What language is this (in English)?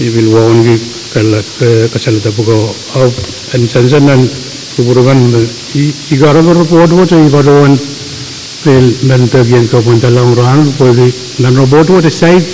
Pohnpeian